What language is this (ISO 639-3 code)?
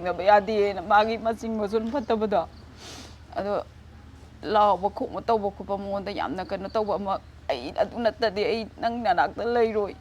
mni